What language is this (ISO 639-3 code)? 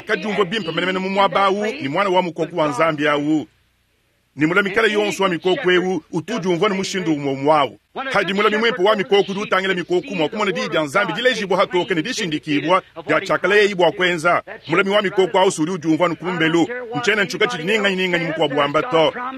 lua